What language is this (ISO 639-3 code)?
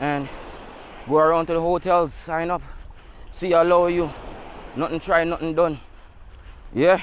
jam